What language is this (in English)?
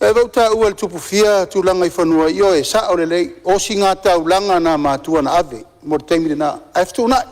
Samoan